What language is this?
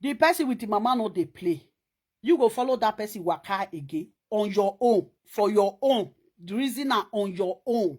Nigerian Pidgin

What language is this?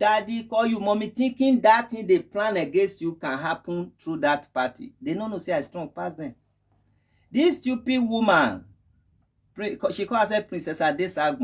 Nigerian Pidgin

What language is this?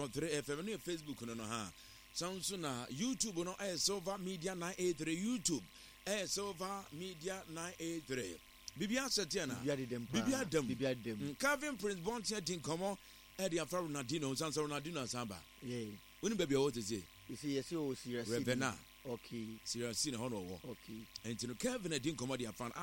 Akan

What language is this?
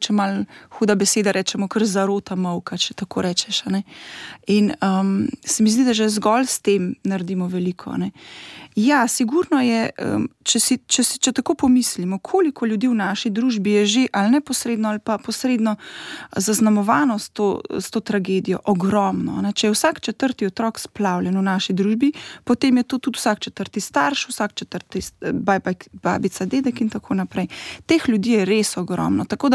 Slovenian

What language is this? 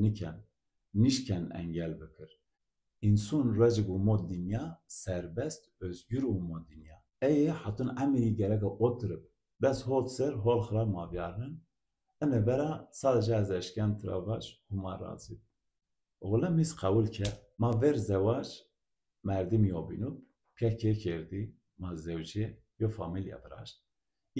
Zaza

